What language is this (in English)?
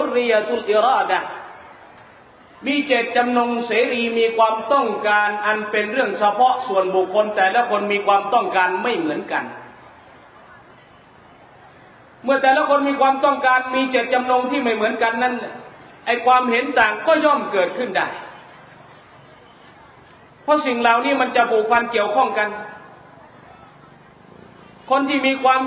Thai